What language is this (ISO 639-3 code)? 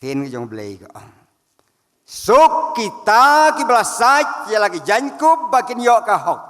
kha